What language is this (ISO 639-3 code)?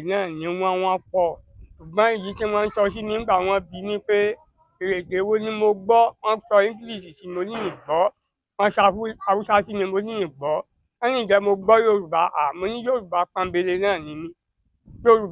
yor